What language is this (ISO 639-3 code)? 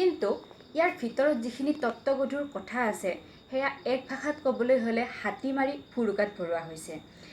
asm